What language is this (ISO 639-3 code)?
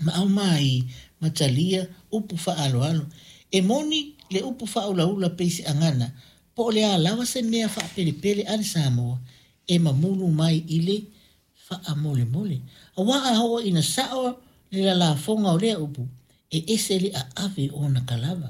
smo